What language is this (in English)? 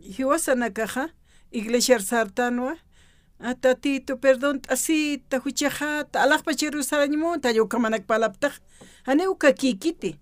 Aymara